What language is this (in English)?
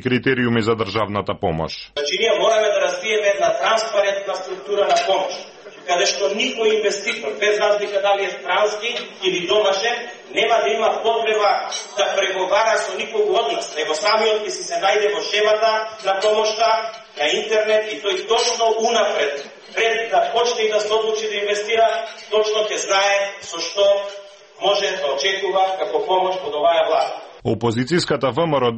Macedonian